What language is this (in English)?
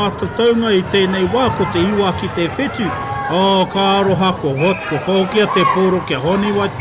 Māori